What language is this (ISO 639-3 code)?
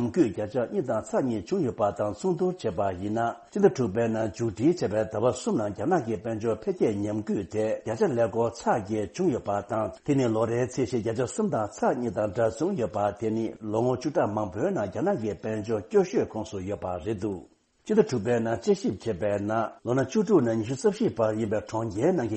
bod